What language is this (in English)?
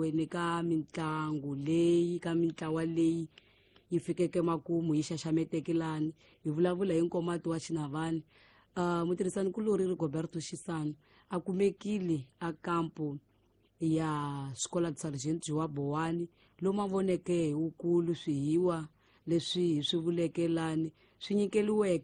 Tsonga